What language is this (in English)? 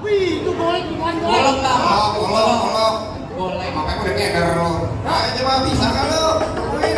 Betawi